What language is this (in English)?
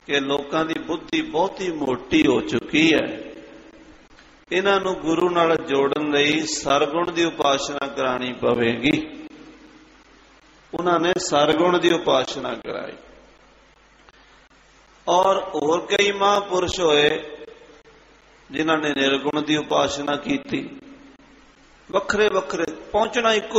Punjabi